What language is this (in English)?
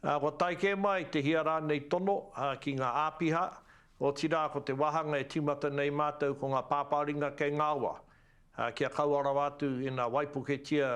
Māori